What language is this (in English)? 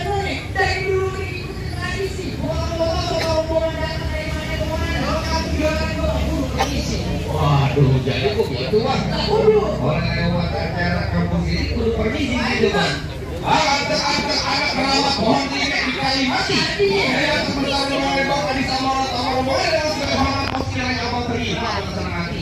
Betawi